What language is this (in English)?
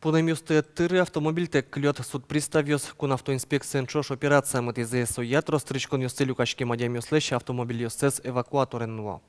Udmurt